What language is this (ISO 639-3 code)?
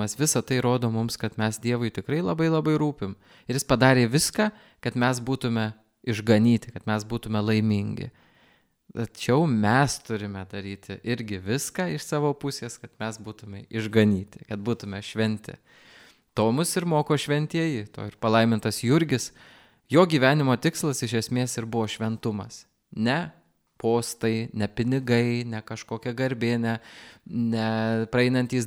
lit